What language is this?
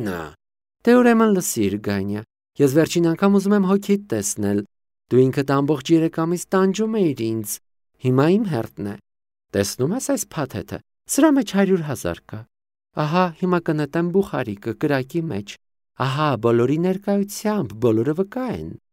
Armenian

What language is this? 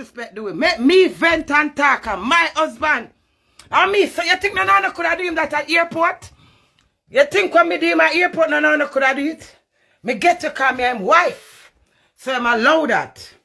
Jamaican Creole English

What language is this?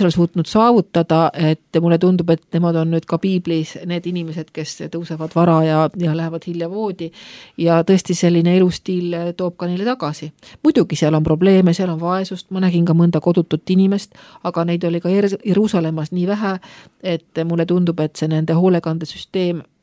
Estonian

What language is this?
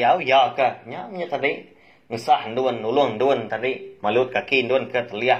Iban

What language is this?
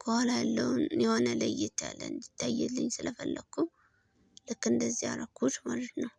Amharic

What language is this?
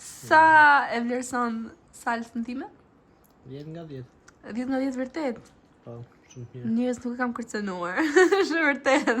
Albanian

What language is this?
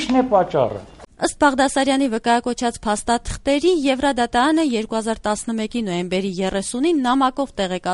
Armenian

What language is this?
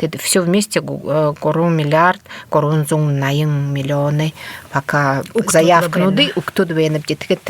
Buriat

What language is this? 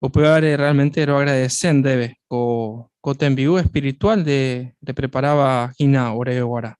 Guarani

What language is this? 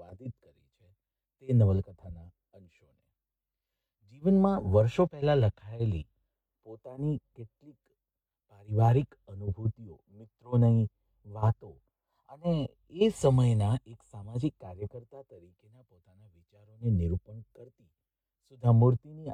Gujarati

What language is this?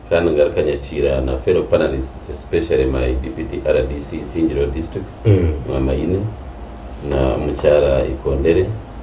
Nyankole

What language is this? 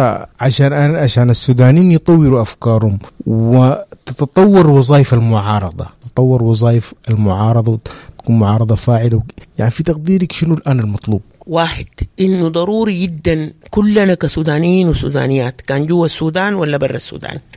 Sudanese Arabic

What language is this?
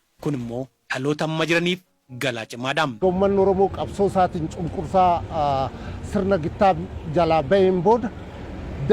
Oromo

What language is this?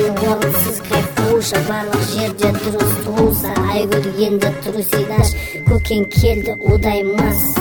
Kazakh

